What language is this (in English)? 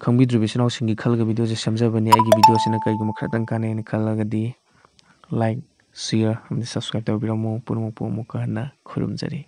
Manipuri